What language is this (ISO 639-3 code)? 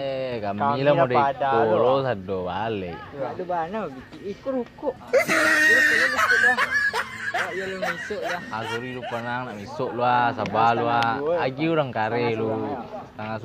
min